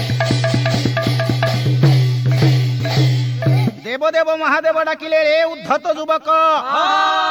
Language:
Odia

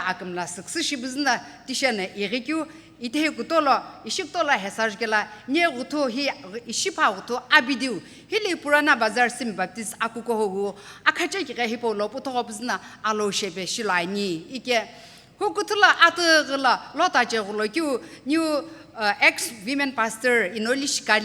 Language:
Sumi Naga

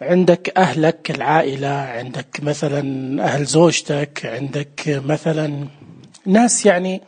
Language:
Najdi Arabic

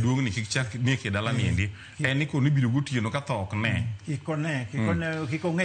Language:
Luo (Kenya and Tanzania)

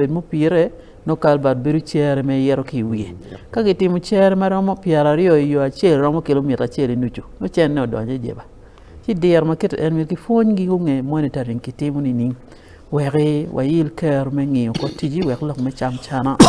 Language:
Acoli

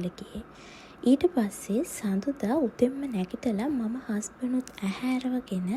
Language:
Sinhala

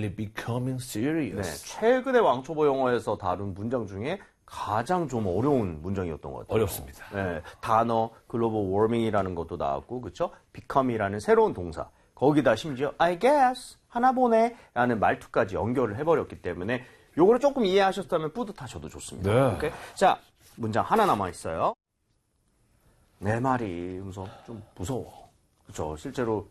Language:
Korean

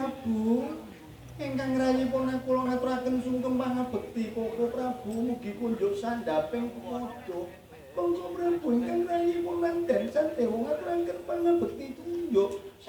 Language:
Javanese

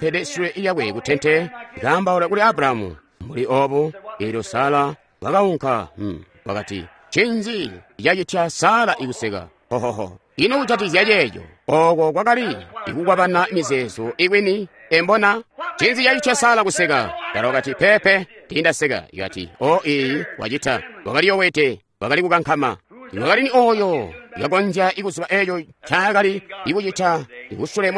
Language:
Tonga (Zambia)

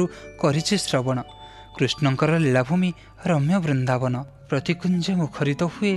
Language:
Odia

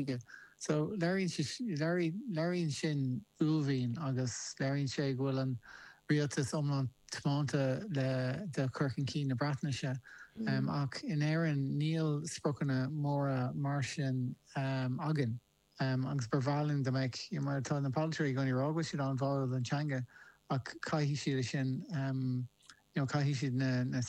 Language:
Irish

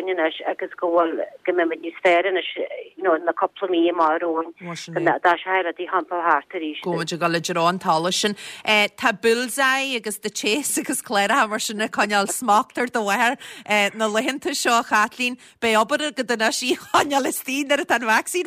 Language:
Irish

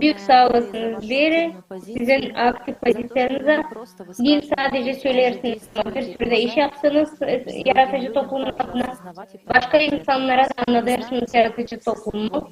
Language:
Gagauz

